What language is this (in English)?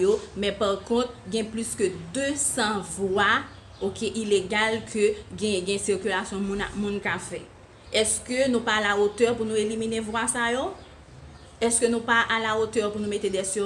Haitian Creole